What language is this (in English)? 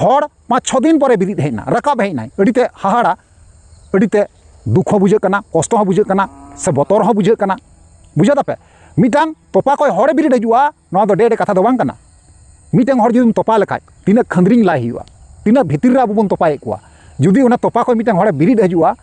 Santali